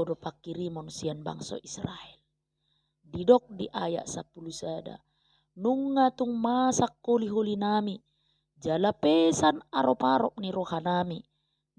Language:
Batak Toba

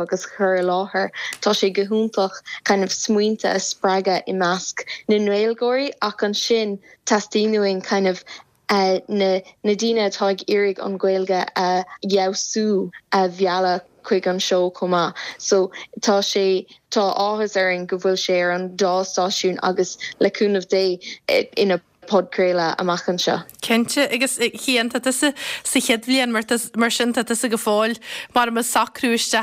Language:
Irish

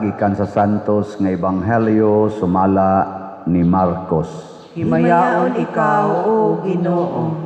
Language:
Cebuano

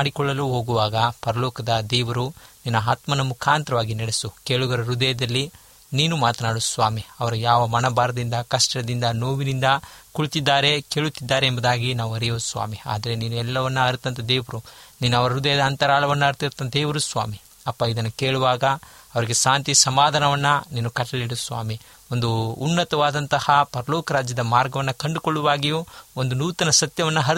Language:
Kannada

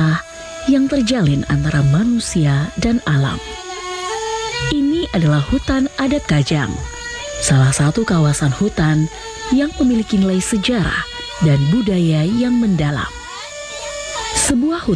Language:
Indonesian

